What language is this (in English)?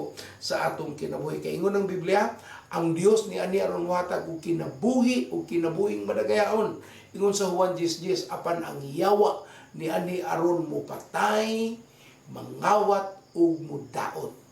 Cebuano